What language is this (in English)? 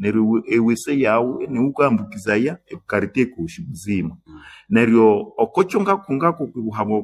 Nande